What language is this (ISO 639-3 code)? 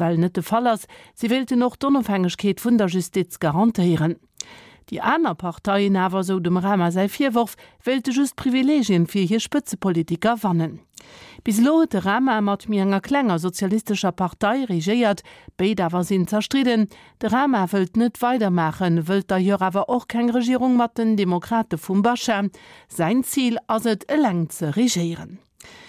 ltz